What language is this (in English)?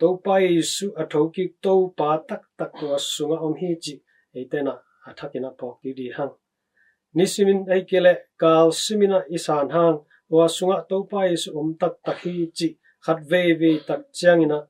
Tedim Chin